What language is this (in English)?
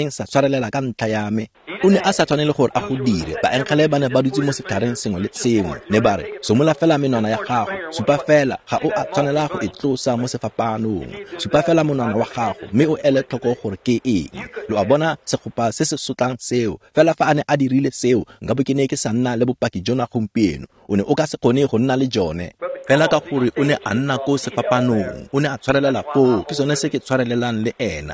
Tswana